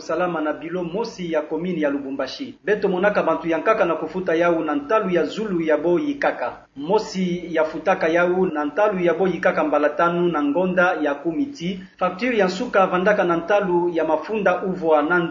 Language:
Kituba (Democratic Republic of Congo)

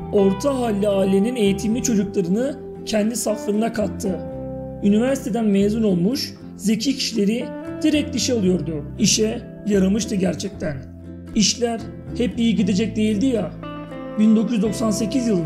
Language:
Turkish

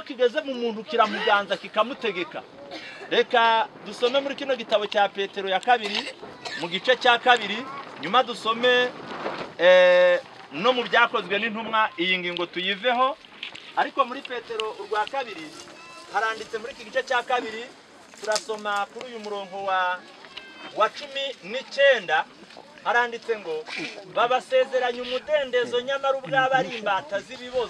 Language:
Kinyarwanda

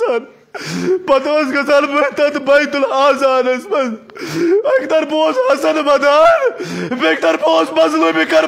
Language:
Kashmiri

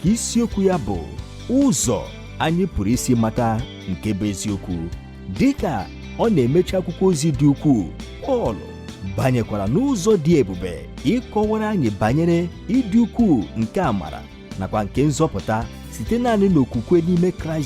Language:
Igbo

